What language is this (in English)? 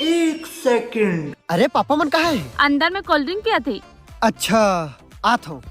Chhattisgarhi